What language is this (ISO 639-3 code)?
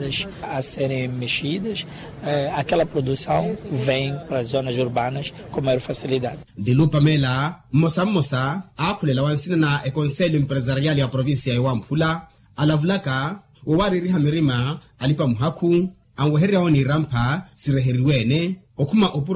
vmw